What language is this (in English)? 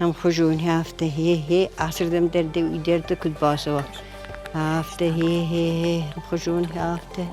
Ossetic